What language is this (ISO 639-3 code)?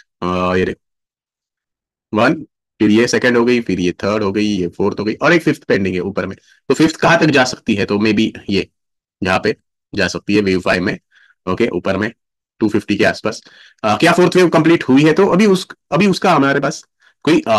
hin